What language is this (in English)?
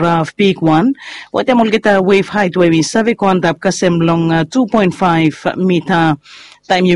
Bislama